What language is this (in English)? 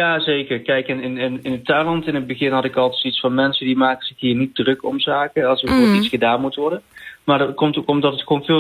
Dutch